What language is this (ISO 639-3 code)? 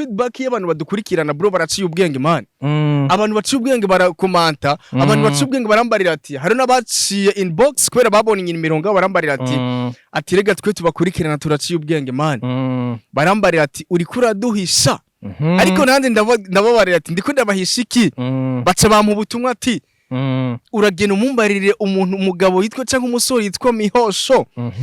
run